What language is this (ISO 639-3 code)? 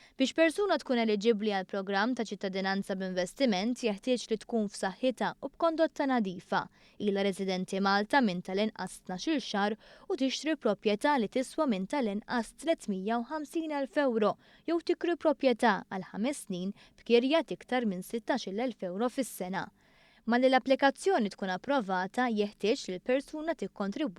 mlt